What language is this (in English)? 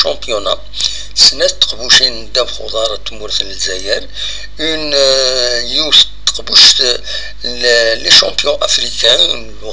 Kabyle